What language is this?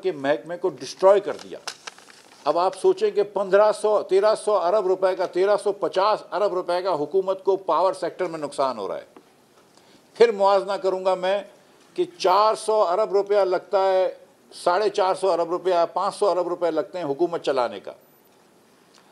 Urdu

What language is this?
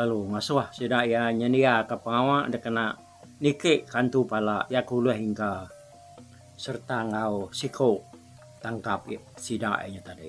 Iban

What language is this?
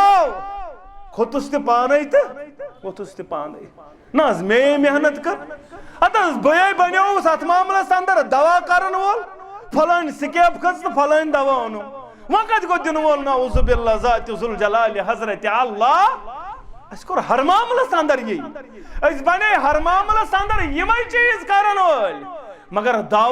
Kashmiri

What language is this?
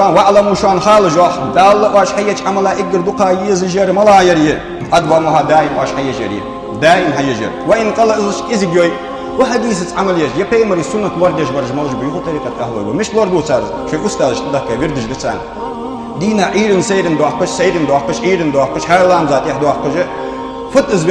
Ingush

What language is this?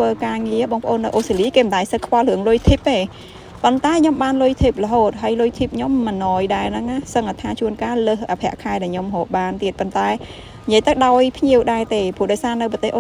Khmer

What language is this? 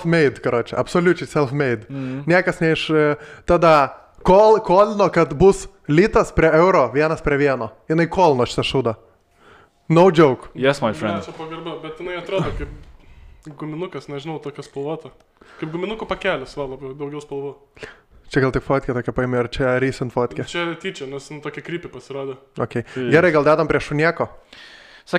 Lithuanian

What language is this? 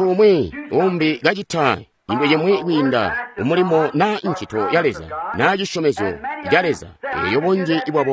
Tonga (Zambia)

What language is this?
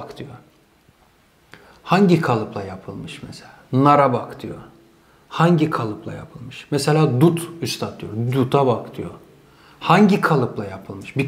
Turkish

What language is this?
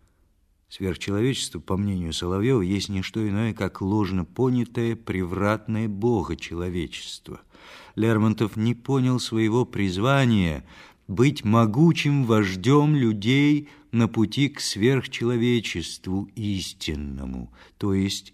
Russian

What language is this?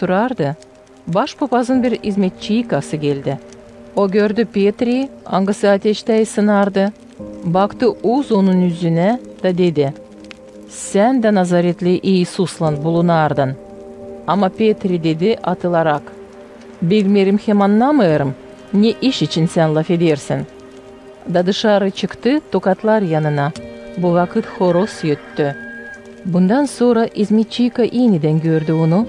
Gagauz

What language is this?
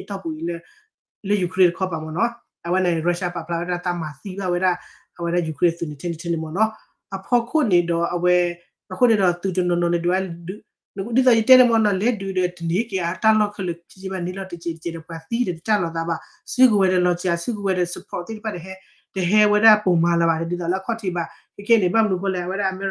S'gaw Karen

